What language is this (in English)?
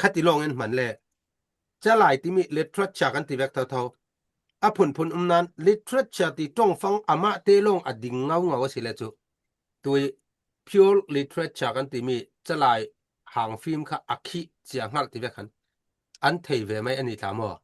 Falam Chin